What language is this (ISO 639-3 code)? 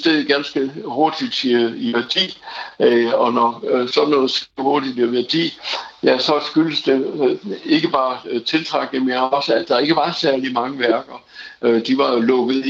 dan